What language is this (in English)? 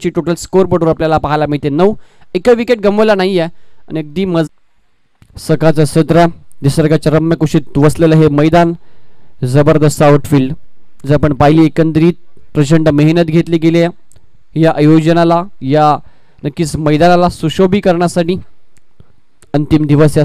Marathi